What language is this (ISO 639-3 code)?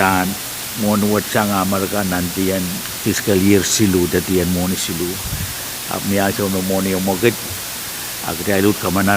pon